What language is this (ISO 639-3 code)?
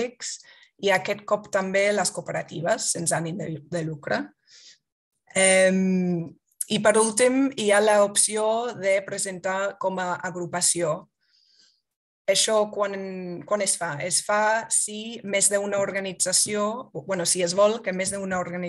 cat